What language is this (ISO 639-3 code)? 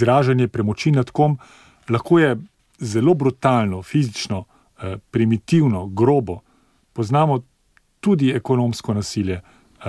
slv